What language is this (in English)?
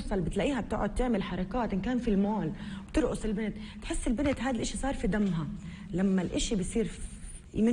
North Levantine Arabic